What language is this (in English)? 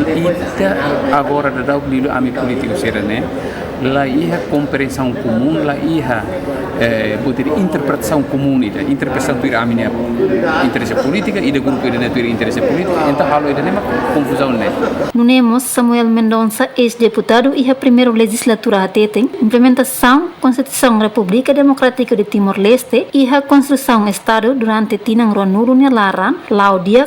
Tetum